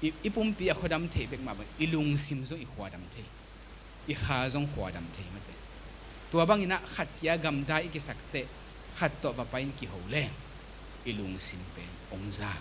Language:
Tedim Chin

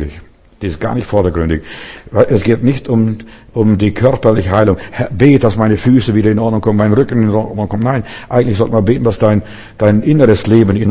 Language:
German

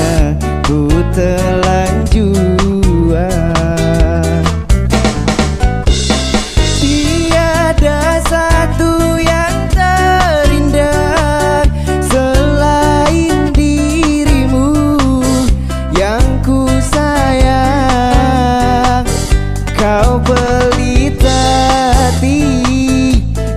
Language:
Indonesian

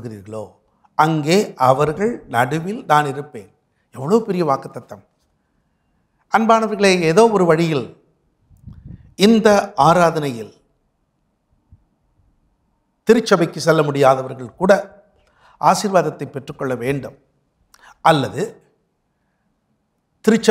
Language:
Tamil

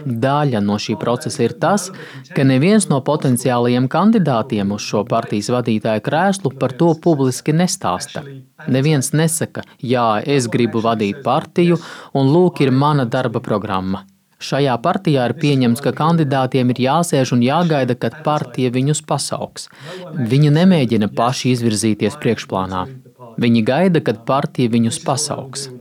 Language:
Latvian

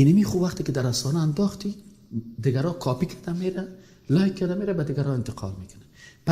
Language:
Persian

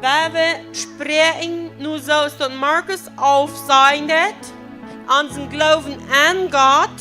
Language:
Plautdietsch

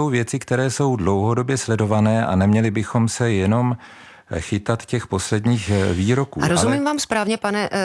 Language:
Czech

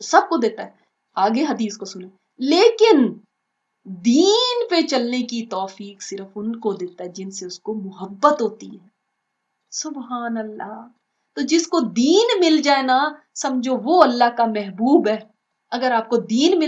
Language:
Urdu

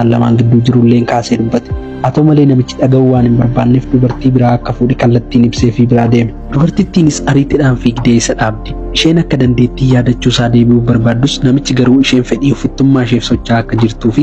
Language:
Oromo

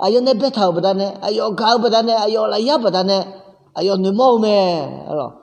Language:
Akha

